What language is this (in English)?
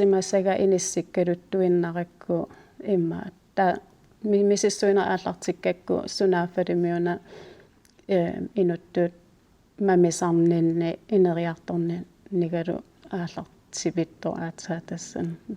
Kalaallisut